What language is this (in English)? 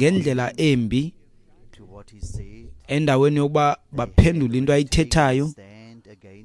Xhosa